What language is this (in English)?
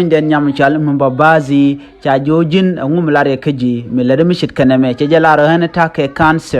Nuer